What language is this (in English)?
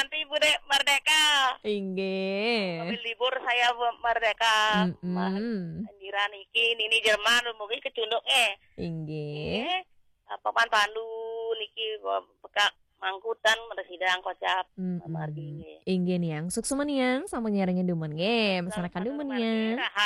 Balinese